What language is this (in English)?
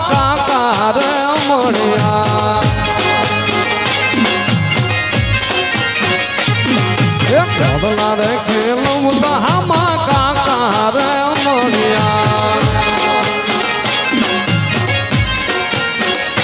Gujarati